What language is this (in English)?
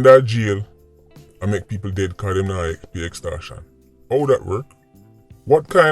Jamaican Creole English